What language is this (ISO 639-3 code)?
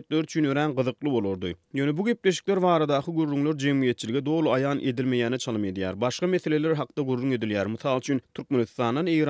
tuk